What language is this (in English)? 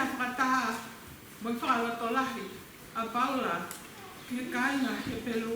Tongan